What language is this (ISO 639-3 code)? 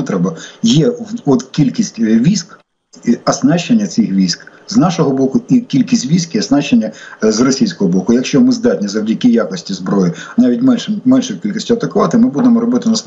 ukr